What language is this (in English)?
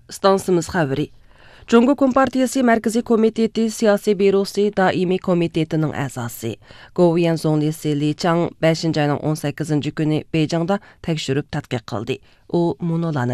Uyghur